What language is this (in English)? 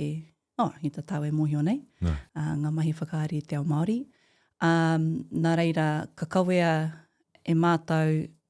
Māori